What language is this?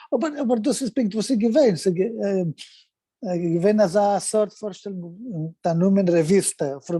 Yiddish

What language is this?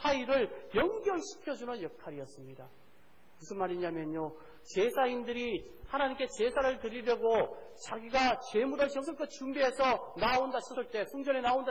Korean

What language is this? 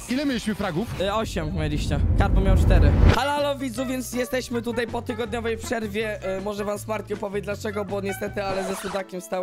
Polish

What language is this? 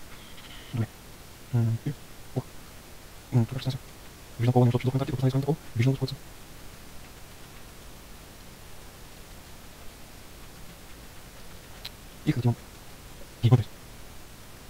Bulgarian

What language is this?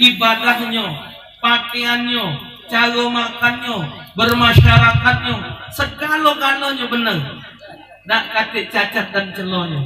Musi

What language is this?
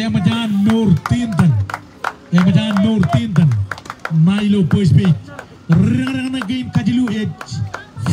Marshallese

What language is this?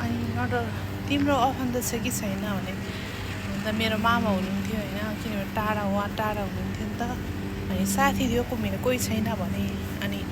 Nepali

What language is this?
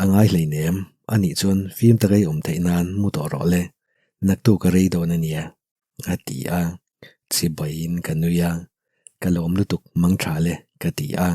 Mizo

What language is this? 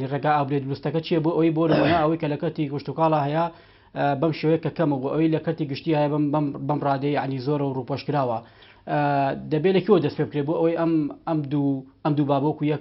Central Kurdish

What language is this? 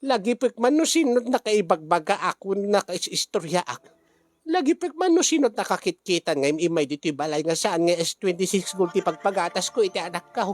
Iloko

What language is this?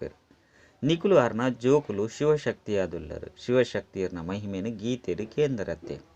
Tulu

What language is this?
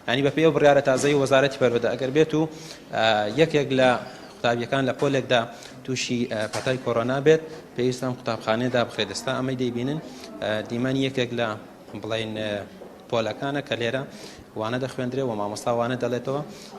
Central Kurdish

